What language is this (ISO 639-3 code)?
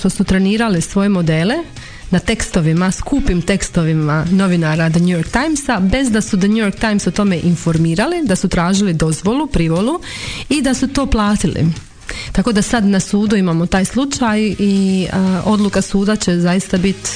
hrv